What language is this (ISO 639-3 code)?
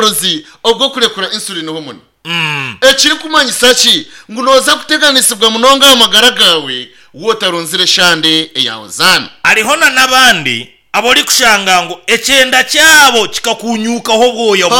nyn